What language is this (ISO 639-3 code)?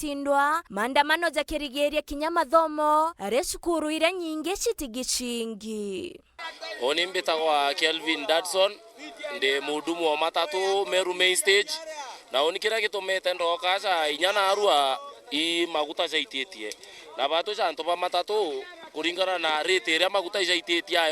mer